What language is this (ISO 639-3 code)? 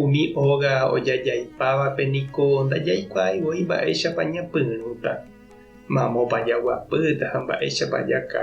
grn